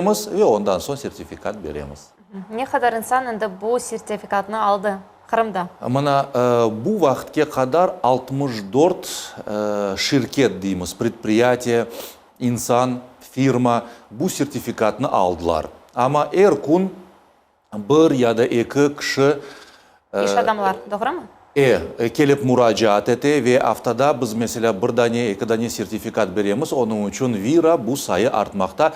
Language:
Crimean Tatar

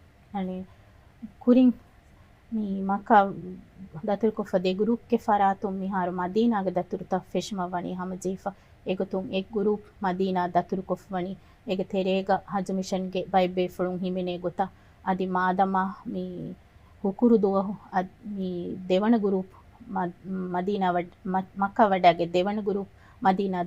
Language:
Divehi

